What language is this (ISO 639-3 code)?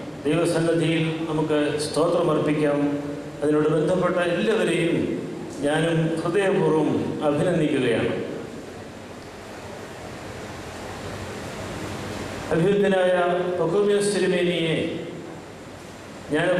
mal